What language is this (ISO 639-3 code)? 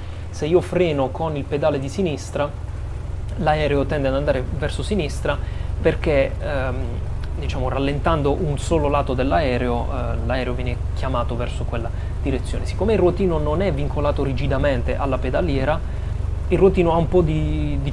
ita